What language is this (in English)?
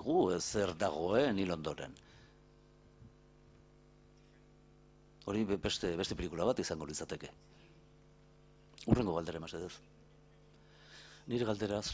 Basque